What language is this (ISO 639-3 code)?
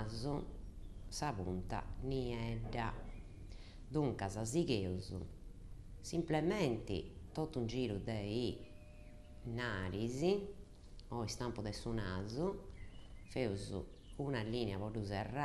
srd